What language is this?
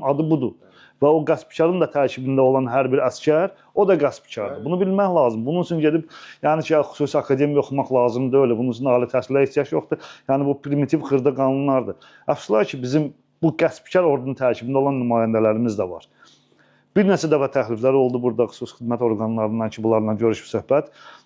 Azerbaijani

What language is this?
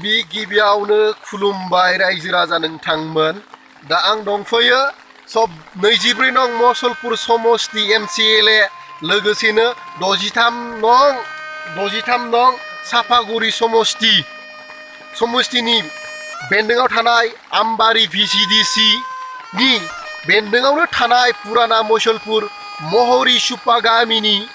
Bodo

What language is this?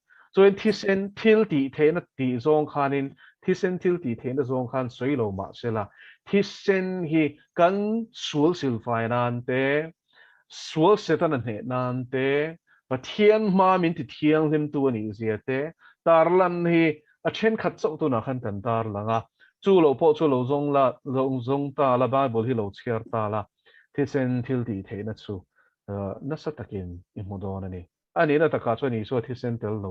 Mizo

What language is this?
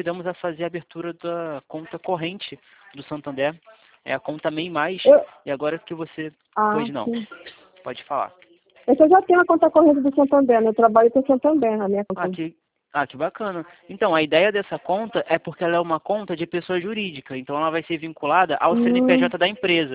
Portuguese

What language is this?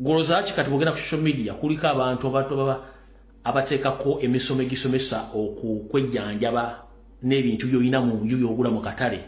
Ganda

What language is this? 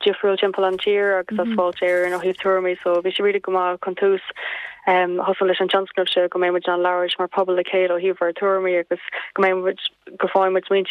Irish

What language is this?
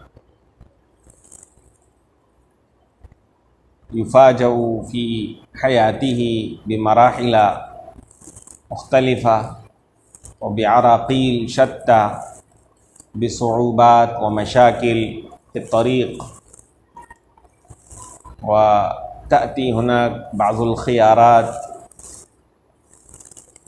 Arabic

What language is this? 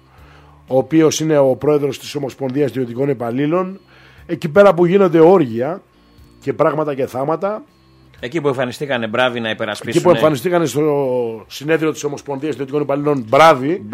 Greek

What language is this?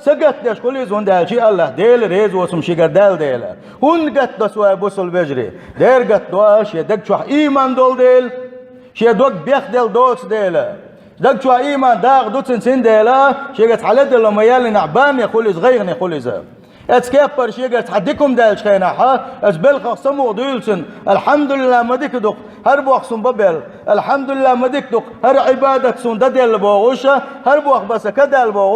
Chechen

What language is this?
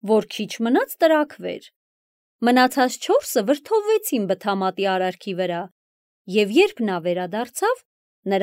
Armenian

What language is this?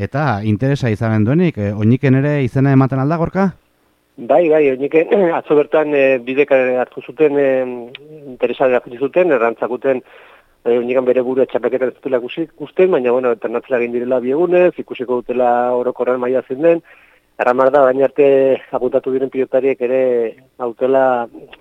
Basque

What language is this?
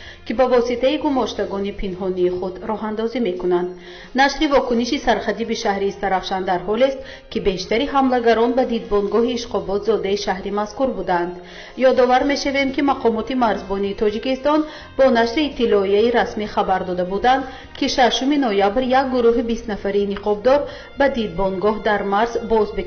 Tajik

